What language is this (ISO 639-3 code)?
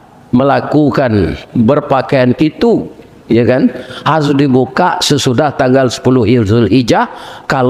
min